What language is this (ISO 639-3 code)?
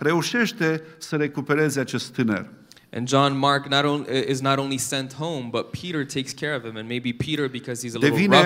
ron